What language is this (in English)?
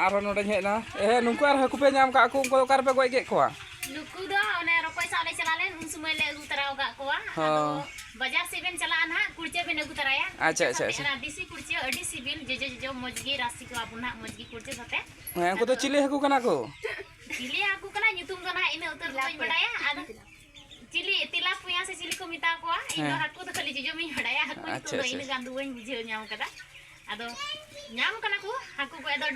Santali